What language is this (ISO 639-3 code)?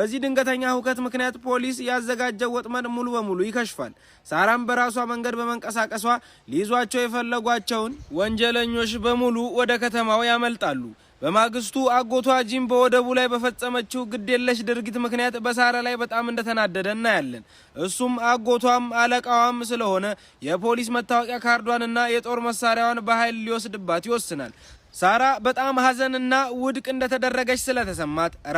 amh